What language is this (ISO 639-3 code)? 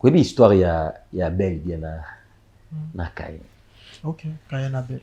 lin